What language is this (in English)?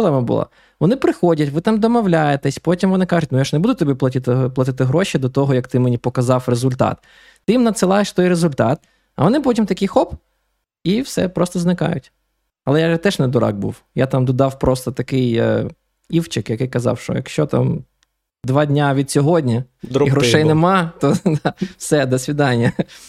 Ukrainian